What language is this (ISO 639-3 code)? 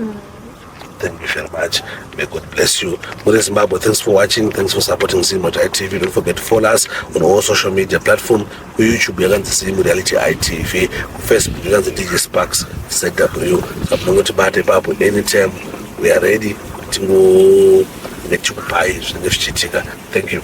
sna